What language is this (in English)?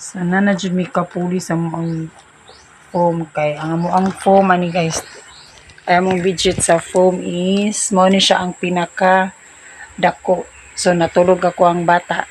Cebuano